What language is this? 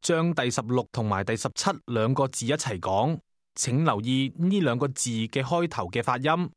Cantonese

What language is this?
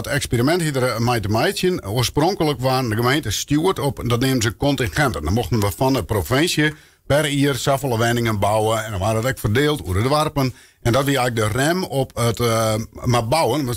Western Frisian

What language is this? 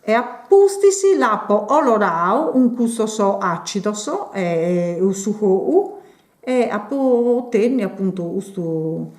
Sardinian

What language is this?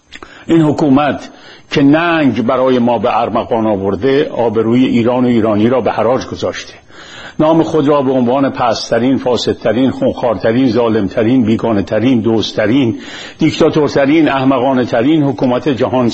Persian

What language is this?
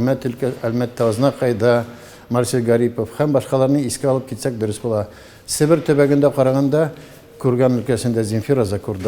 Tatar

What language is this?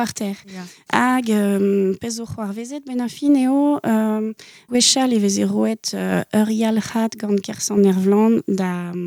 Breton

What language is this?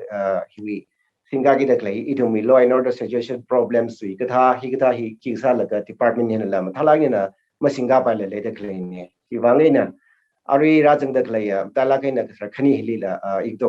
Tangkhul Naga (India)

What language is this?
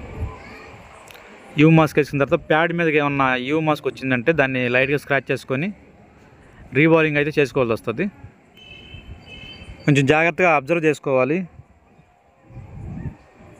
Telugu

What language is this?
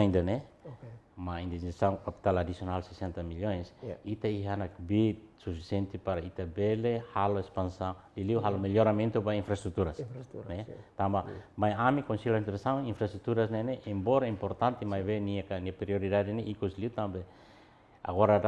Tetum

